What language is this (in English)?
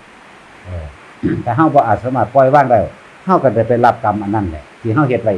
Northeastern Thai